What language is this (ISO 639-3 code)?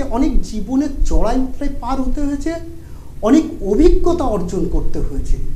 ben